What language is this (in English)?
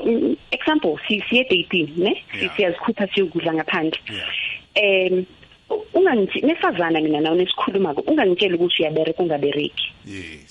South Ndebele